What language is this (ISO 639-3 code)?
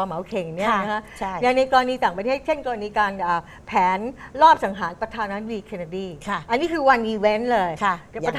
tha